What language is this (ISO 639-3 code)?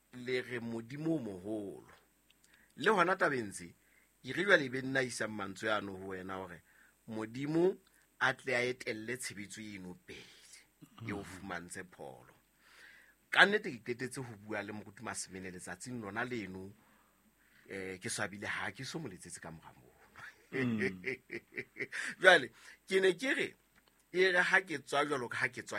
sot